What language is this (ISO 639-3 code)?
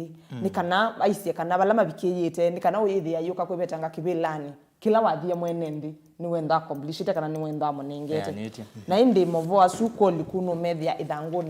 kam